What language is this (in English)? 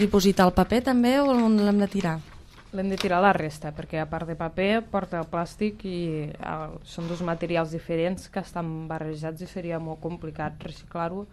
Catalan